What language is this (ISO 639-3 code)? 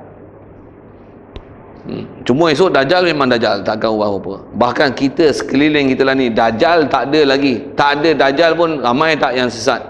msa